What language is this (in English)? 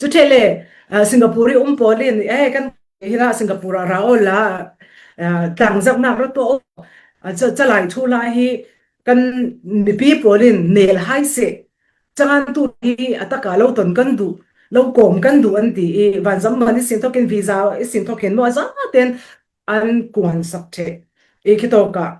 Falam Chin